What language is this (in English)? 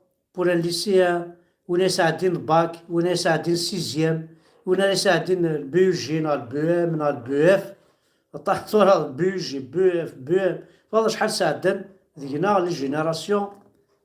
Kabyle